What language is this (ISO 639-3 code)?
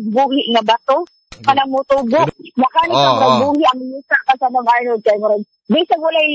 ceb